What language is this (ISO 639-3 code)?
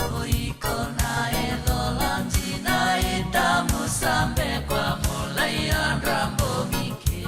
fij